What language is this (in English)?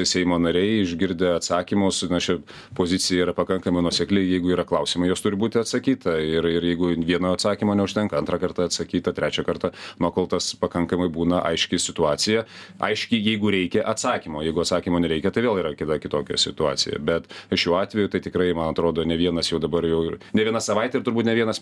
Lithuanian